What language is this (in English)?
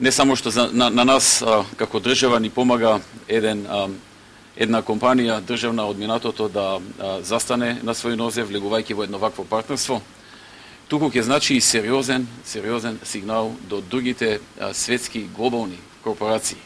Macedonian